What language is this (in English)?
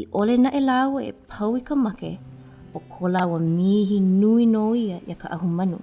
Hawaiian